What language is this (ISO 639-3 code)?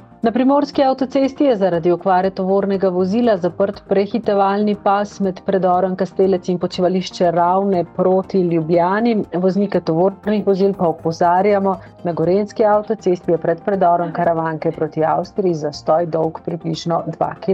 slv